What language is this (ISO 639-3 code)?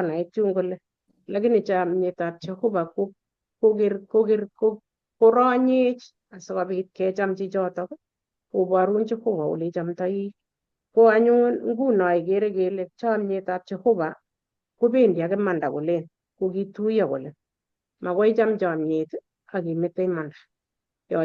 kln